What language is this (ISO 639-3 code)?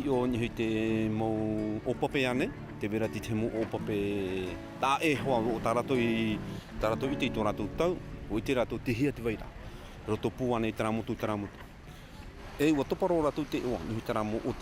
tah